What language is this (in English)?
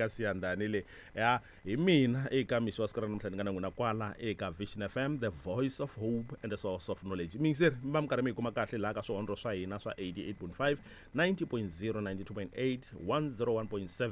Tsonga